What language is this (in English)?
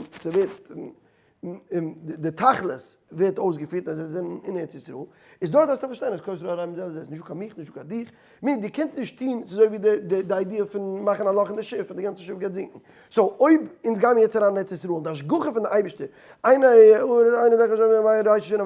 Yiddish